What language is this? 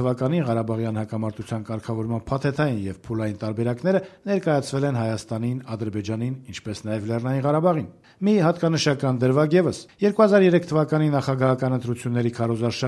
Armenian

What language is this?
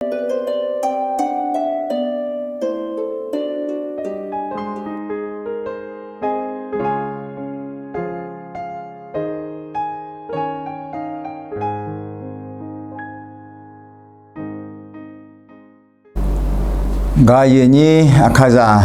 Akha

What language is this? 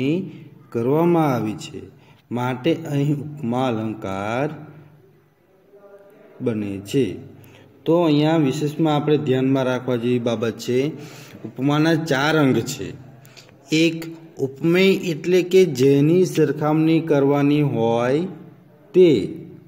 Gujarati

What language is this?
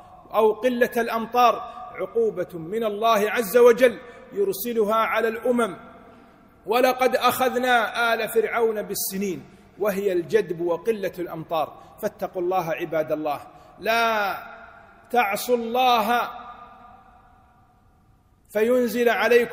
Arabic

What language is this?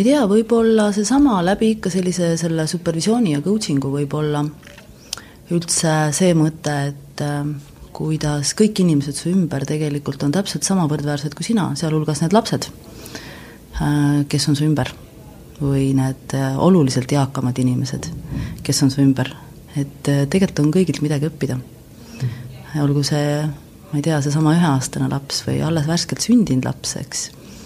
Estonian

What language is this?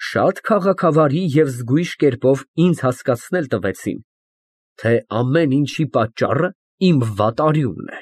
Armenian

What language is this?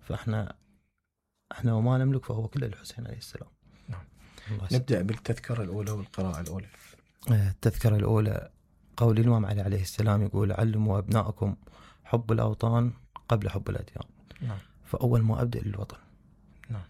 Mesopotamian Arabic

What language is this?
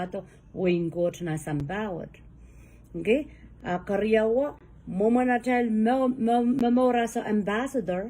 Pohnpeian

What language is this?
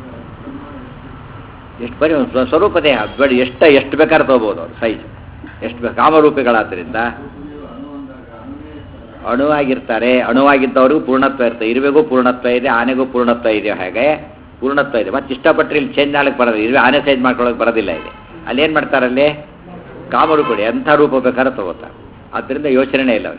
Kannada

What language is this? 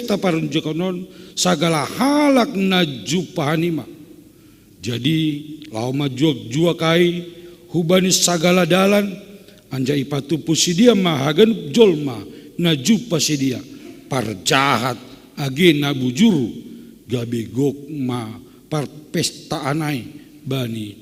Batak Simalungun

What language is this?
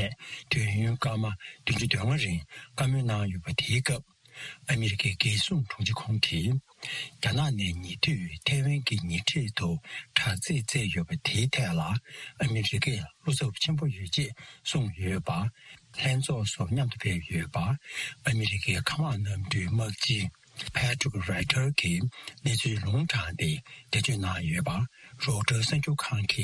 Tibetan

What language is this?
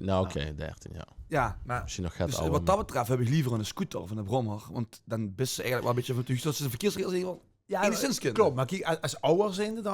Limburgish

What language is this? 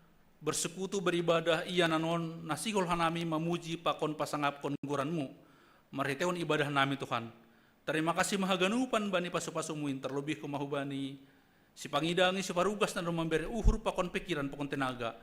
Batak Simalungun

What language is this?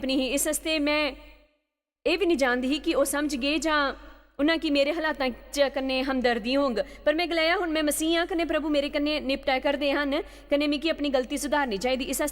Dogri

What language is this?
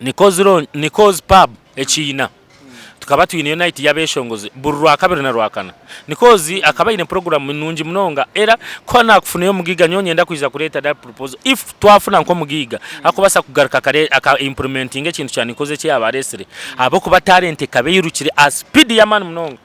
Nyankole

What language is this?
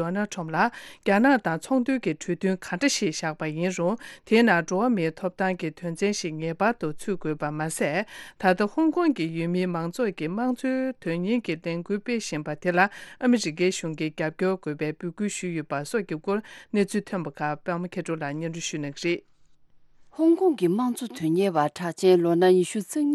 Tibetan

